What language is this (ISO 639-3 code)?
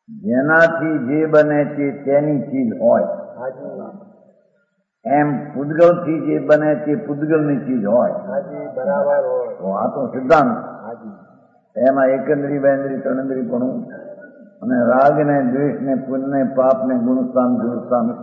guj